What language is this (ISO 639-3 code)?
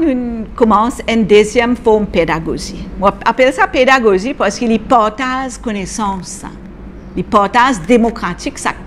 mfe